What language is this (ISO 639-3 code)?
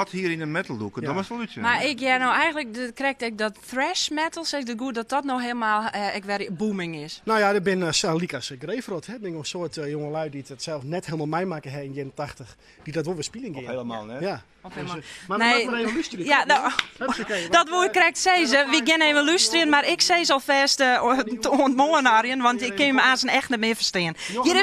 fry